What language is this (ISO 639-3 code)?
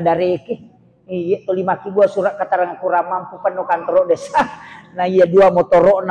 bug